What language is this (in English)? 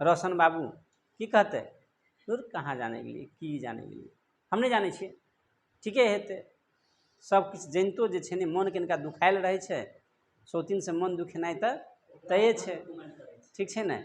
Maithili